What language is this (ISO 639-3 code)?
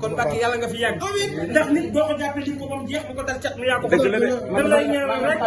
wol